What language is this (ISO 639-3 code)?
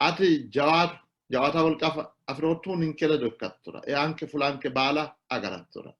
sid